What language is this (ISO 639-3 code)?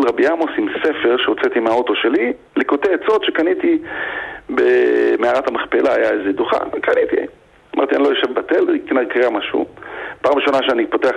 heb